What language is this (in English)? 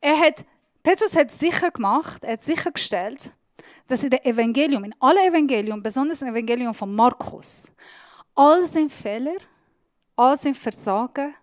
Swiss German